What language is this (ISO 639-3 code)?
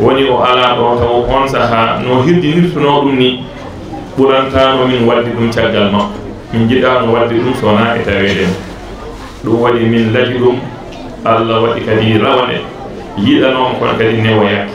ful